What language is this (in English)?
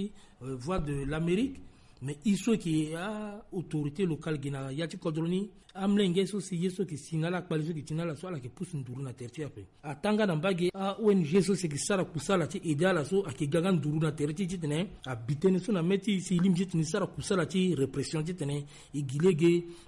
Sango